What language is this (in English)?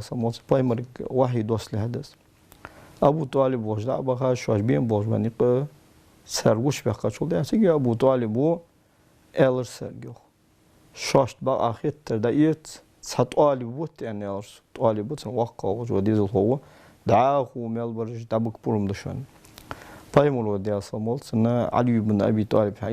Ingush